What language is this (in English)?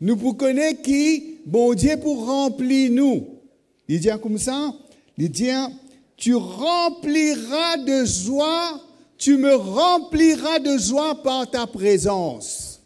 Morisyen